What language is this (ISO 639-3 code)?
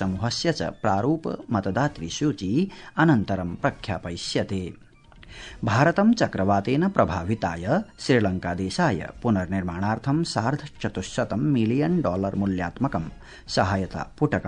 san